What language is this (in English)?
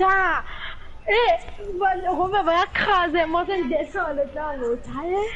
Morisyen